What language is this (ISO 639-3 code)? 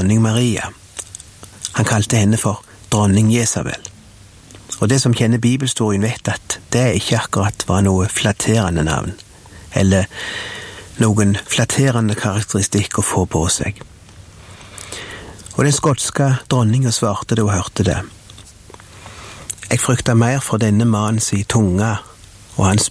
nor